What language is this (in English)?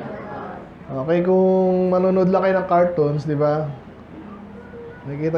Filipino